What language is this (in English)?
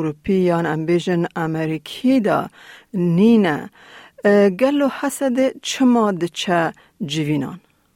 Kurdish